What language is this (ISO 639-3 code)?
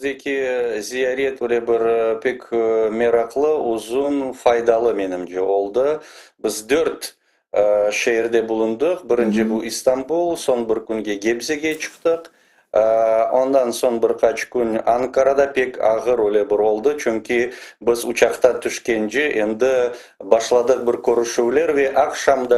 crh